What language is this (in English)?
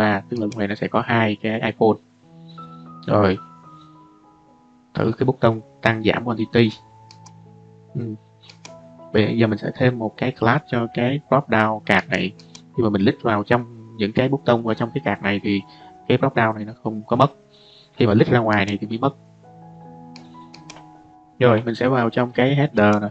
Vietnamese